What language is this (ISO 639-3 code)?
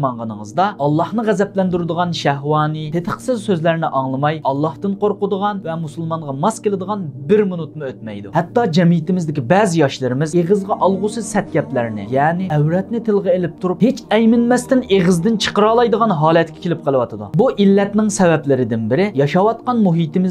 uig